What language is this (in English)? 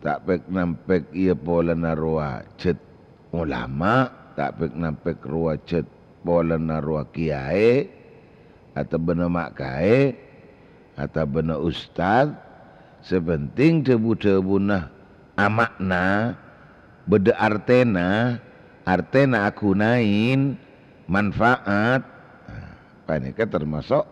Madurese